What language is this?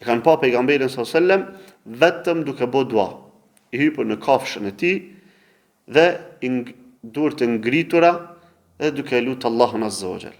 Albanian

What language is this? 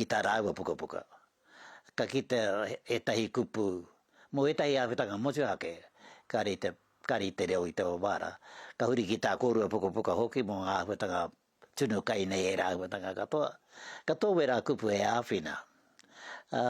Māori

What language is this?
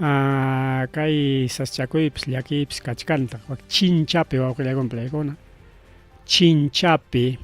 Ayacucho Quechua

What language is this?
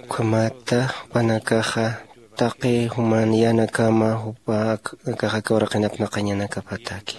Aymara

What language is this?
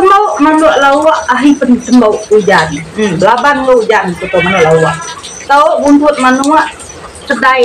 Iban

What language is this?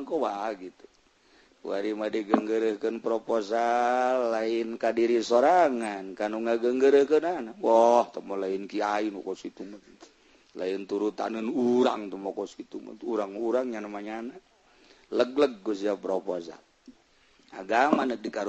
Sundanese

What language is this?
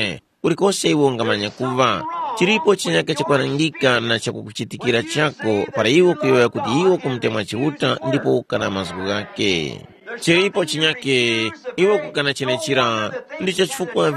Tumbuka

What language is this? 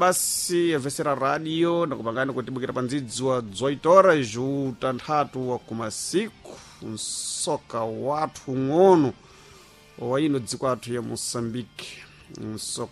Sena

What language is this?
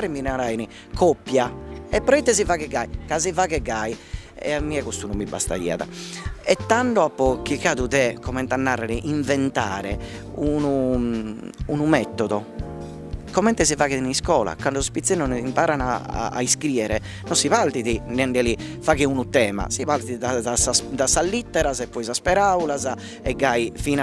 Sardinian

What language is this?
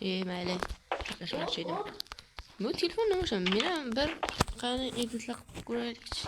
Uzbek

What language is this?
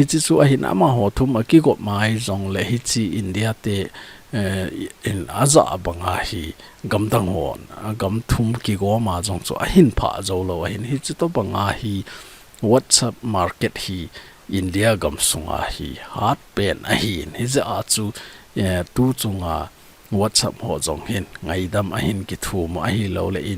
Thado Chin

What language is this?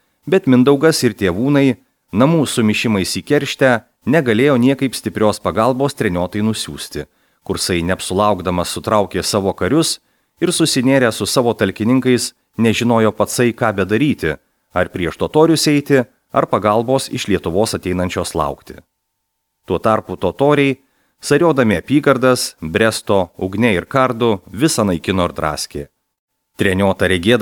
Lithuanian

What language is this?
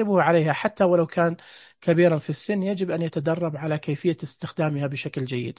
Najdi Arabic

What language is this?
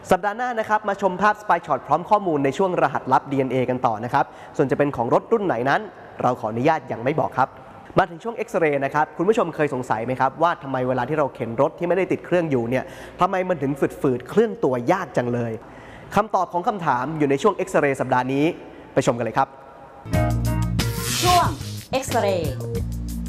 Thai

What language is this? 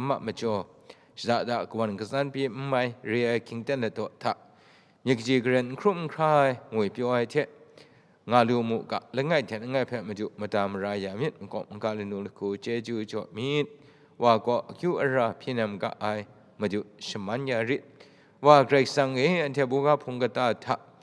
Kachin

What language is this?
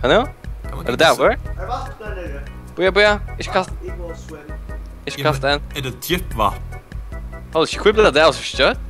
Faroese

